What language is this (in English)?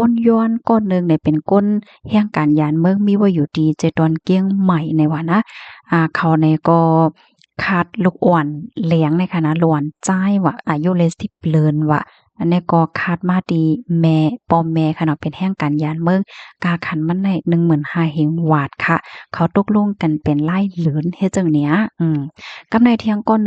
Shan